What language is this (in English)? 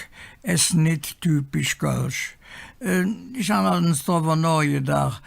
Colognian